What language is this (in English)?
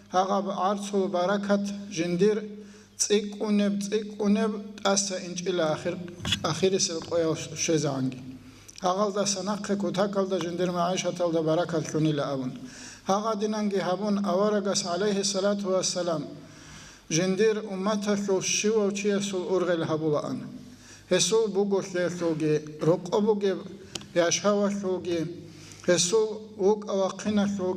Avaric